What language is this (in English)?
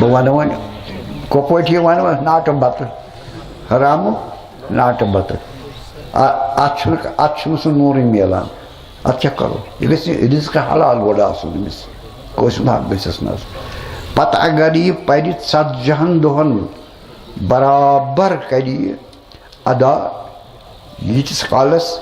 Kashmiri